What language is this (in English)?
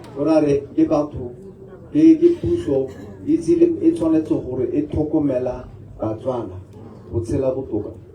Tswana